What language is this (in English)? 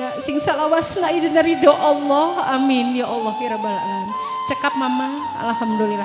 Sundanese